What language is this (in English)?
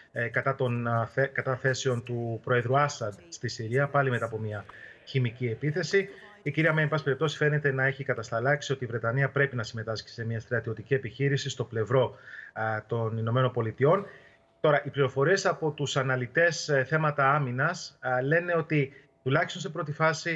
Greek